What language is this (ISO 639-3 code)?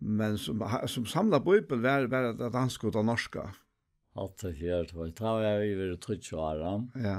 fao